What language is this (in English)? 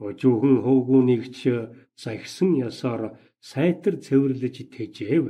Mongolian